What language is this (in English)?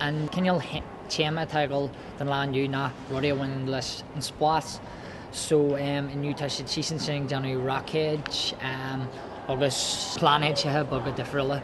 Irish